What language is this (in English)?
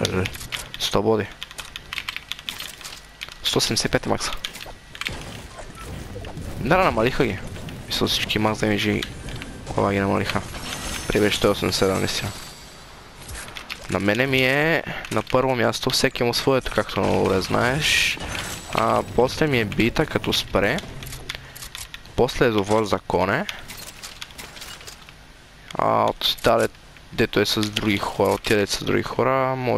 Bulgarian